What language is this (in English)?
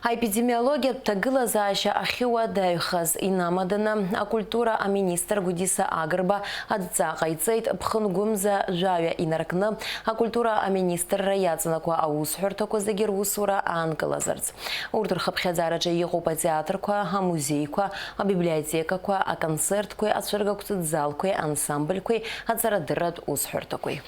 Abkhazian